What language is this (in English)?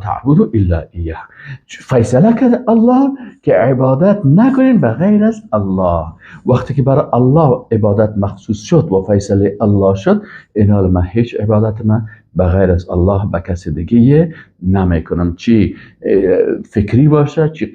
Persian